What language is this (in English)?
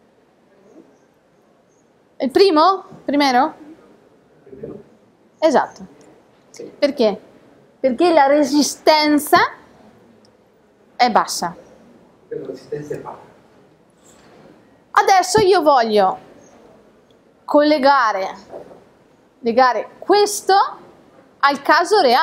Italian